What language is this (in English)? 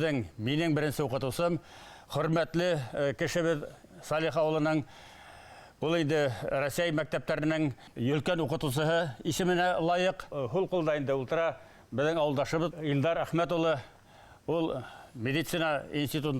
Bashkir